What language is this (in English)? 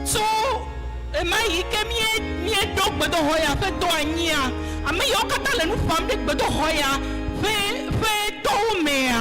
Ewe